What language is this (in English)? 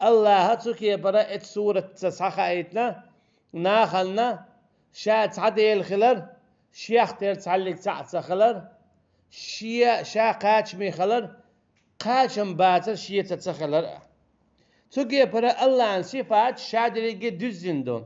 Chechen